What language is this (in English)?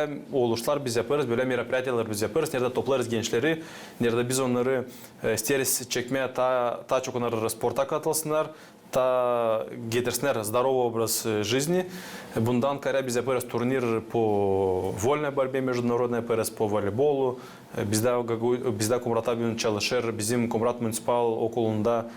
Gagauz